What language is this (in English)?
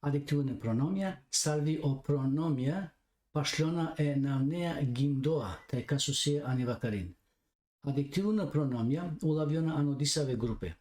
Balkan Romani